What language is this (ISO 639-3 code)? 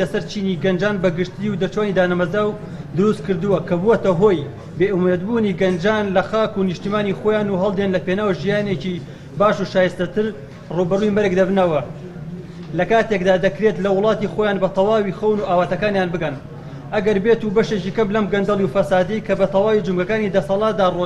ckb